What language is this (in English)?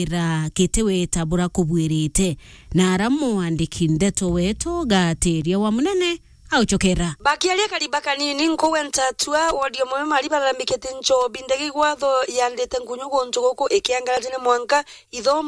Meru